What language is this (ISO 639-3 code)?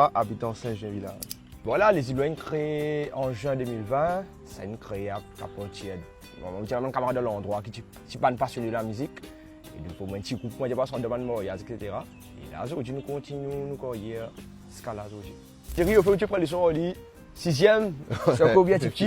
mfe